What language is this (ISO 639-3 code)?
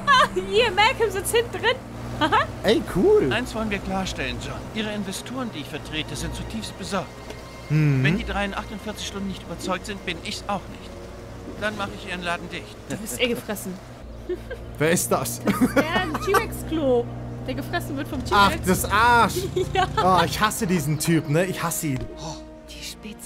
deu